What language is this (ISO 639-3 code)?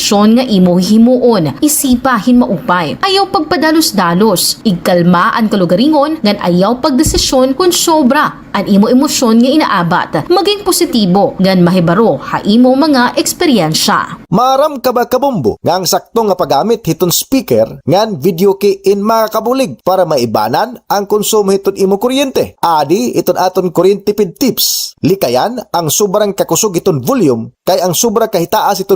war